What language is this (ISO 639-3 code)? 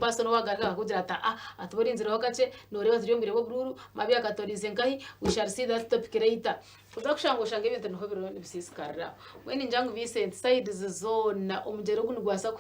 nyn